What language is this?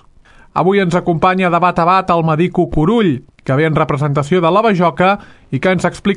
Catalan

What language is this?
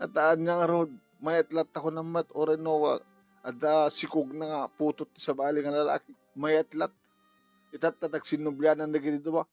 Iloko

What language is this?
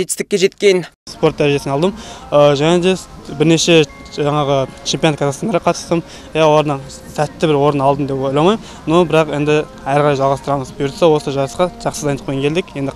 Kazakh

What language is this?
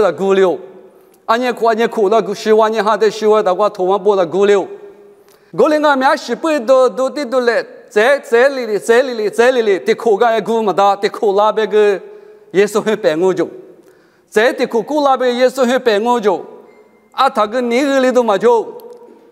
Lisu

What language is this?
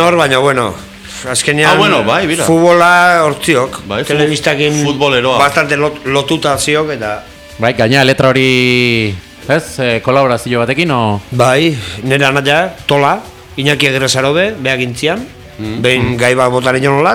Basque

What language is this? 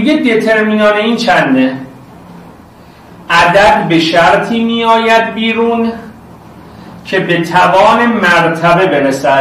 Persian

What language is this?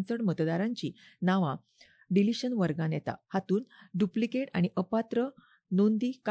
Konkani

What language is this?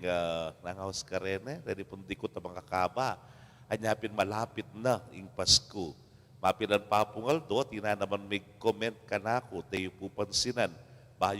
Pampanga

